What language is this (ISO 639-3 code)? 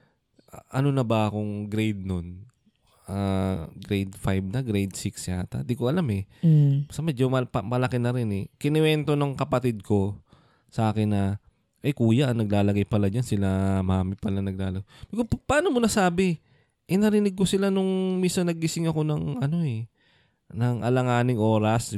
fil